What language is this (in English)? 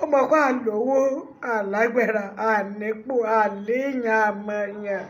Yoruba